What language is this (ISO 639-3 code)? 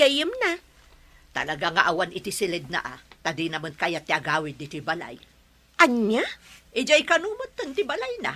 ilo